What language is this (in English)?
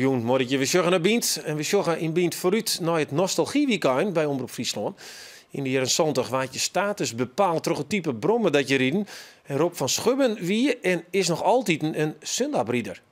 Western Frisian